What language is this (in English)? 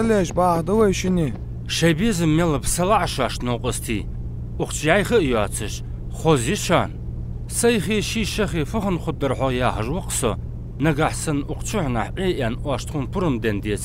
Ingush